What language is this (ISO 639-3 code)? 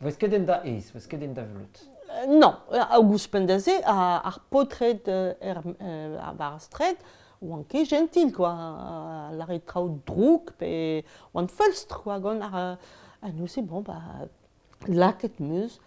bre